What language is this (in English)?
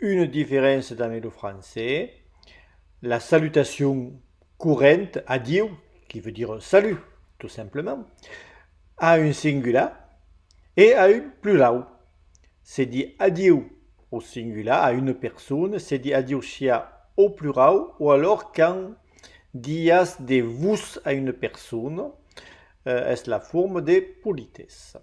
Occitan